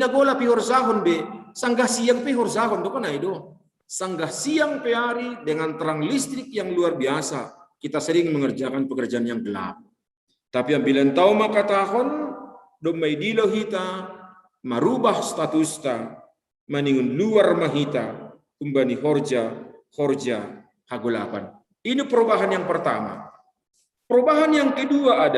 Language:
Batak Simalungun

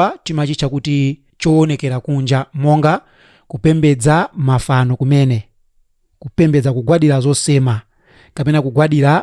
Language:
Nyanja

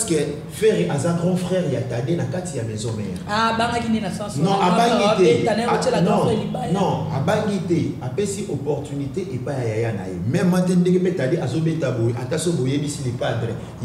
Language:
Lingala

